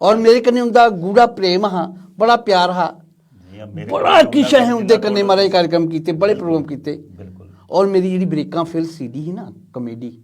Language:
Dogri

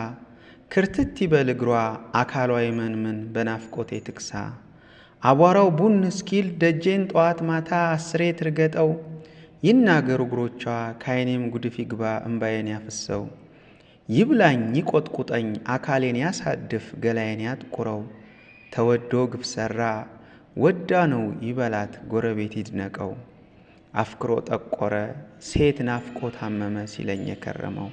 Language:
Amharic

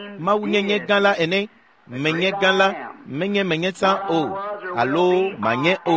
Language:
Ewe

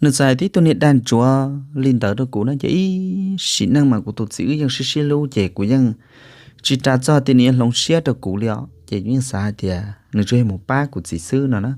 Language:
Hmong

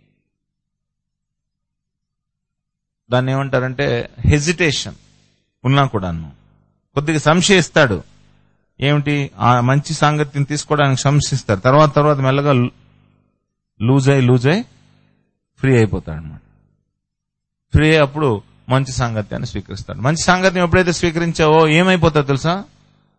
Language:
Telugu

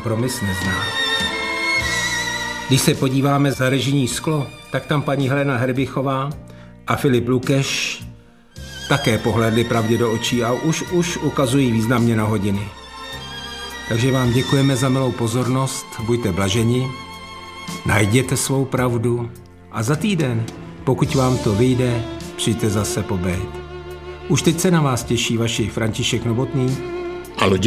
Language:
Czech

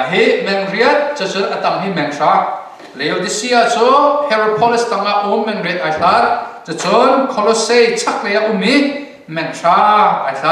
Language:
Hakha Chin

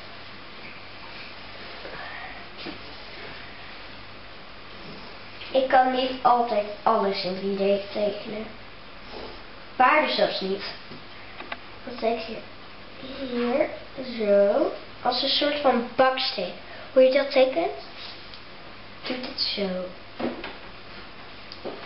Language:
Dutch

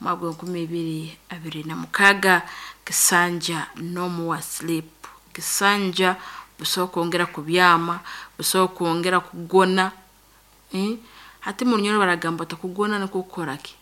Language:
Nyoro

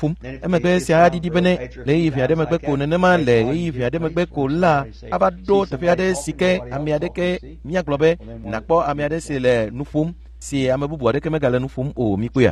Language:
Ewe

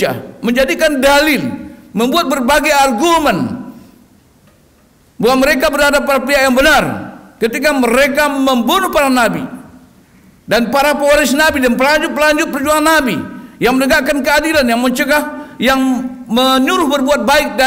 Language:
Indonesian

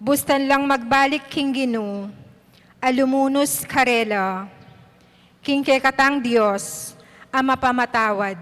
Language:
Pampanga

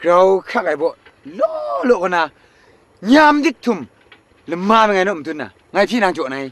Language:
Kachin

